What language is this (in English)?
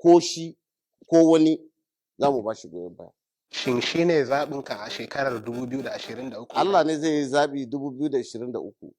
Hausa